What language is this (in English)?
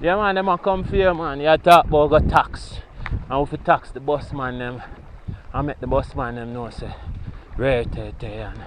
Jamaican Creole English